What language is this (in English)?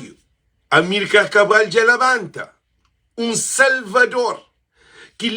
Kabuverdianu